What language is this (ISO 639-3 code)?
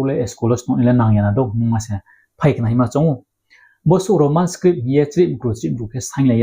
ria